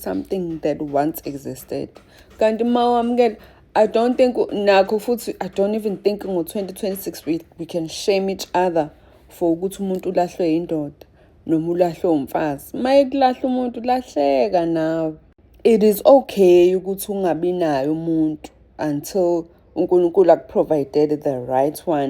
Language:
Zulu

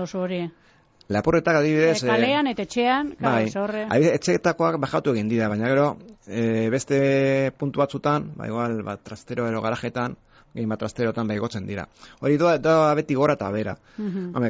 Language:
Basque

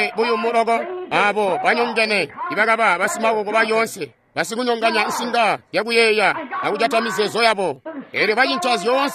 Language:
Tonga (Zambia)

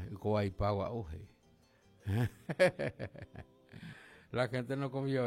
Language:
Guarani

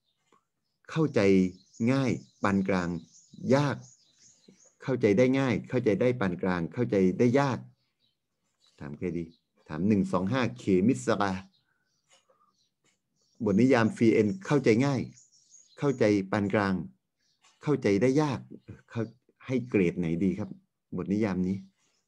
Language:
Thai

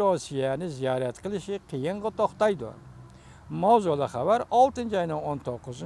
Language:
Uyghur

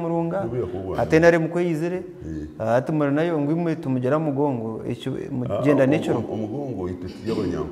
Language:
Nyankole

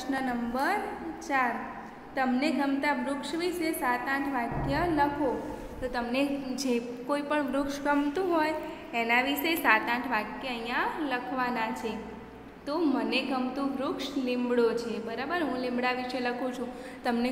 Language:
Gujarati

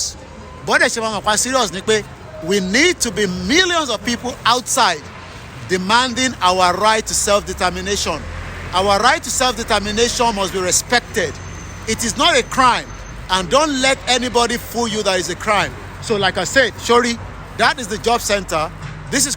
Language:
Yoruba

